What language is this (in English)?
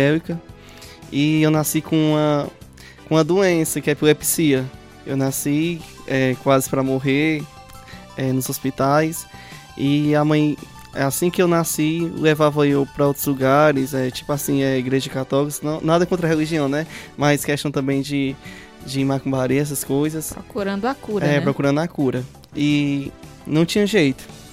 Portuguese